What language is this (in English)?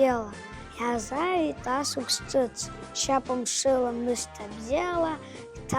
Abkhazian